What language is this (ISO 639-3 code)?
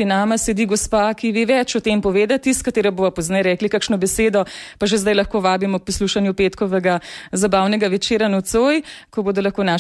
slv